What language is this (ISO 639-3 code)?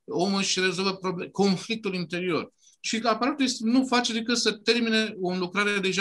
ron